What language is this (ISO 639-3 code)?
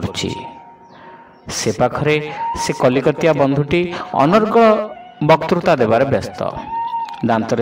ori